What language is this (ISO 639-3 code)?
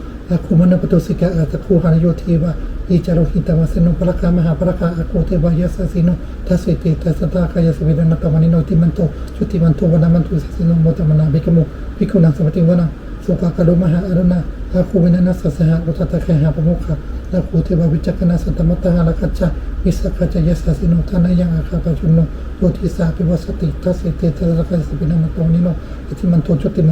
pli